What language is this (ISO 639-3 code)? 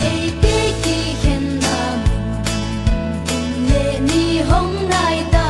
ctd